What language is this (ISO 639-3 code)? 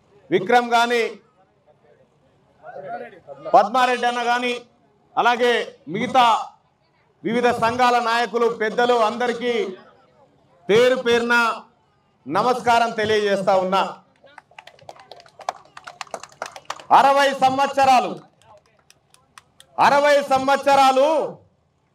tel